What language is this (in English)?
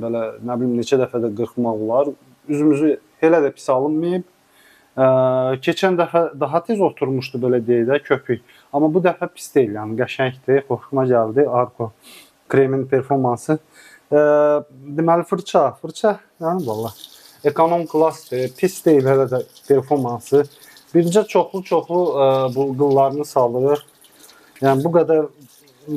Azerbaijani